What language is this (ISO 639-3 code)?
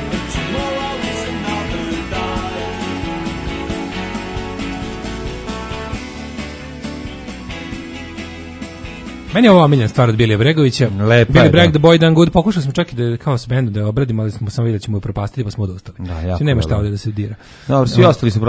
srp